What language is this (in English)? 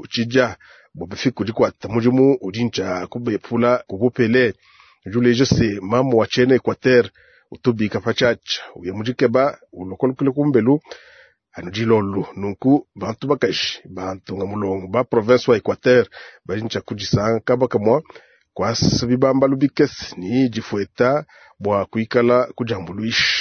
Luba-Lulua